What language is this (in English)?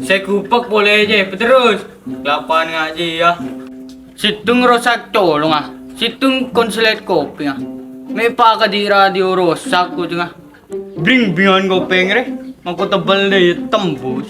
Madurese